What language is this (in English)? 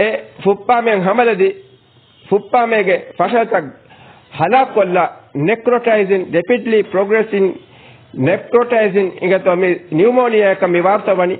Divehi